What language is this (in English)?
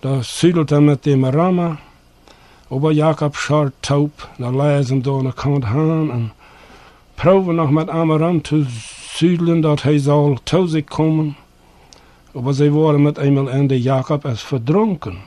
Plautdietsch